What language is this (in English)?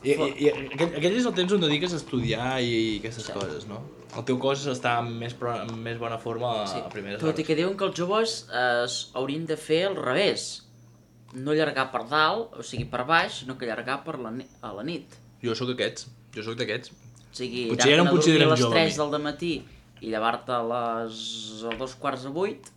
Catalan